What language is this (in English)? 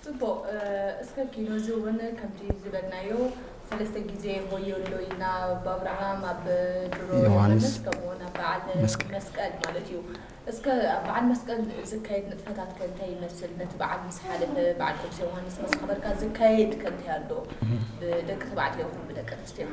Tigrinya